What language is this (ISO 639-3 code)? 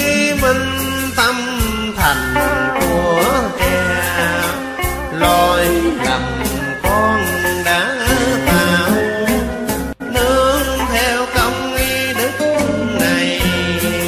vie